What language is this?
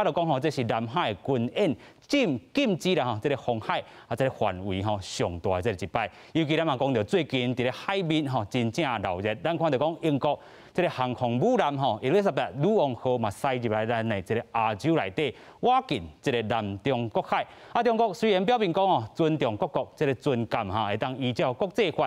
Min Nan Chinese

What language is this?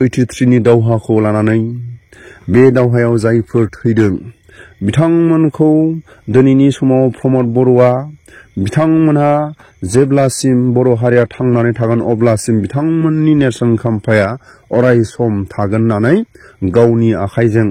Bodo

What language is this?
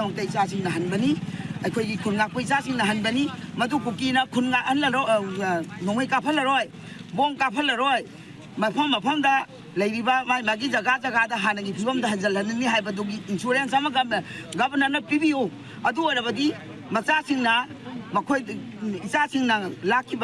Manipuri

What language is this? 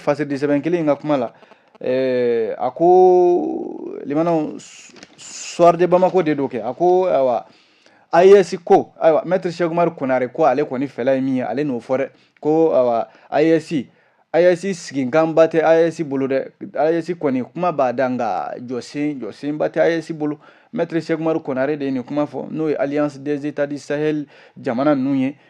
Bambara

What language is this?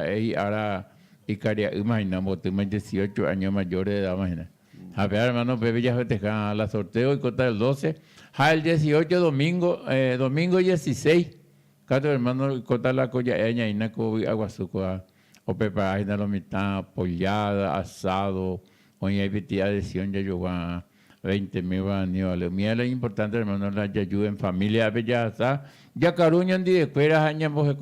Guarani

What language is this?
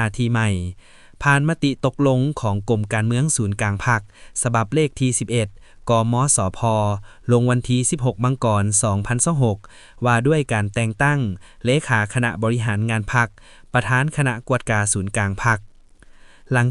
Lao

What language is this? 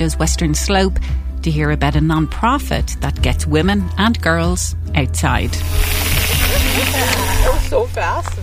English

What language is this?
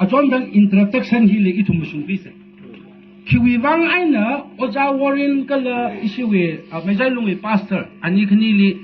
Tangkhul Naga (India)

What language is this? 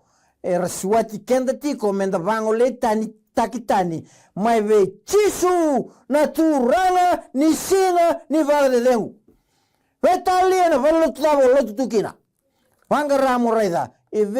Fijian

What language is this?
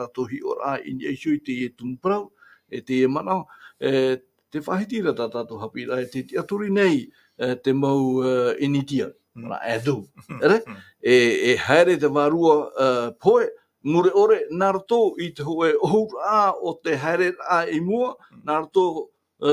Tahitian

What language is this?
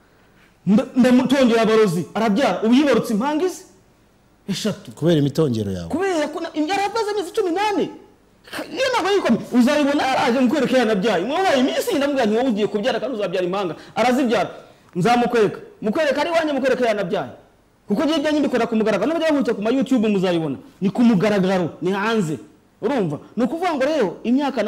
Kinyarwanda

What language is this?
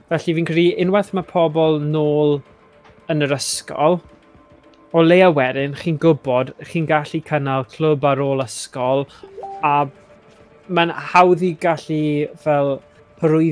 Welsh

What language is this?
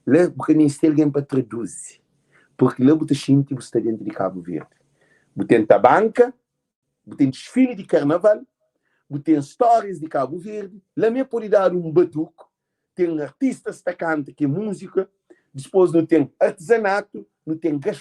Kabuverdianu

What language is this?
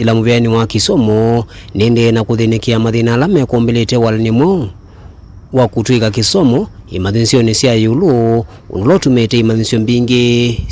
Kamba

